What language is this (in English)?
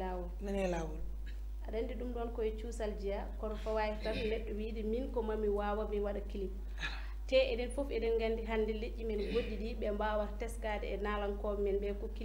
Fula